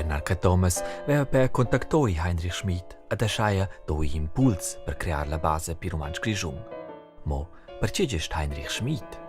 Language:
Romansh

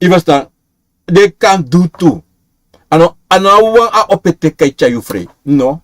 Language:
Sranan Tongo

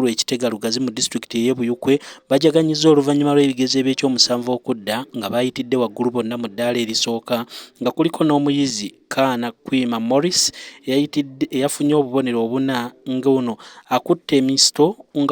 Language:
Ganda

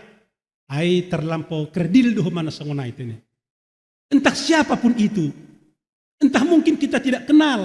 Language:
Batak Simalungun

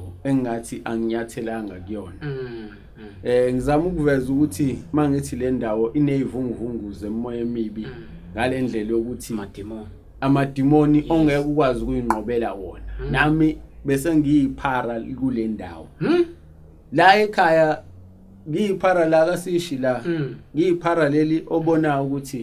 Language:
Zulu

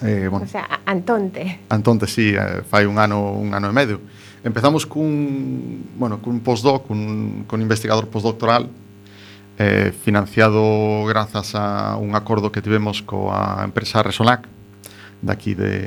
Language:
Galician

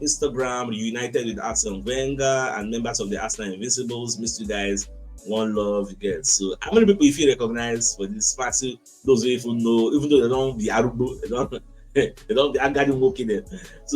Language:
Nigerian Pidgin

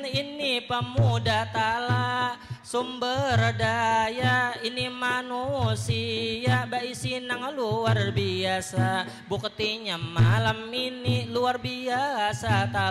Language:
Banjar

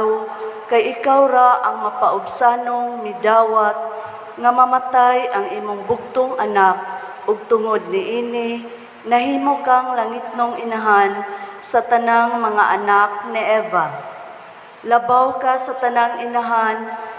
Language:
Cebuano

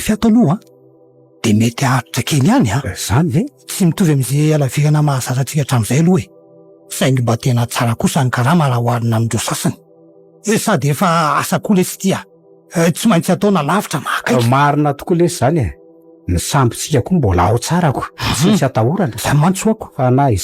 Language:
Malagasy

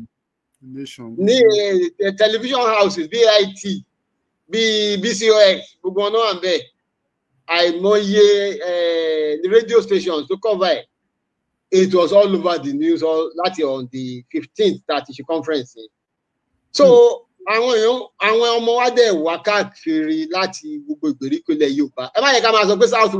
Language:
Yoruba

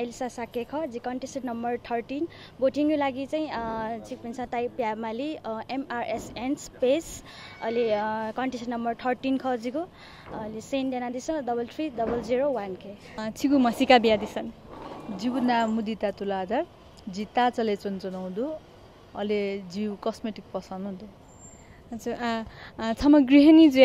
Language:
Newari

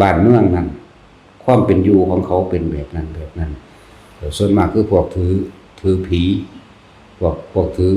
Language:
Lao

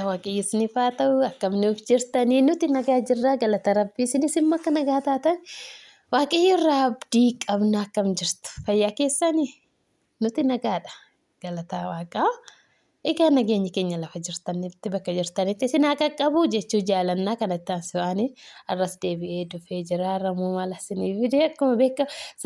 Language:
Oromo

